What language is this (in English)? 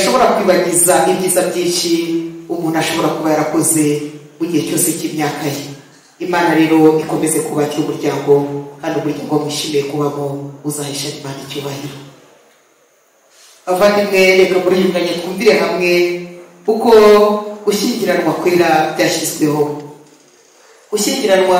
Kinyarwanda